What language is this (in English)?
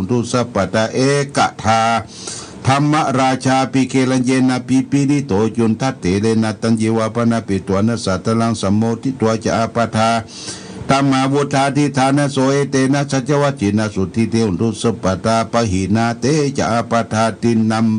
Pali